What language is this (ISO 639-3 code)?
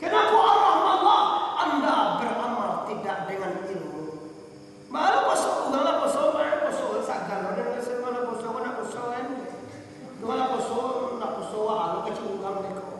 min